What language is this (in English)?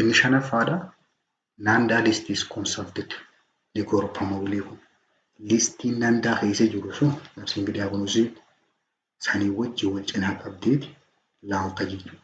Oromo